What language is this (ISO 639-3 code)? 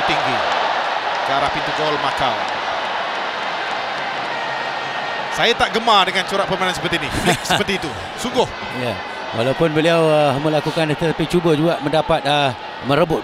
msa